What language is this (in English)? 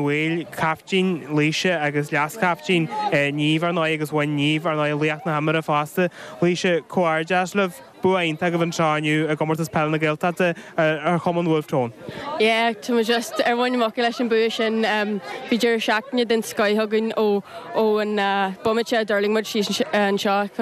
Irish